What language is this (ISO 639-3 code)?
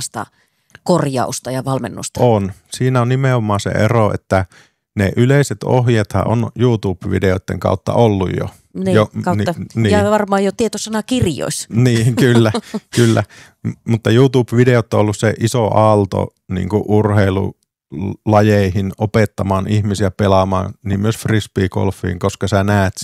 fin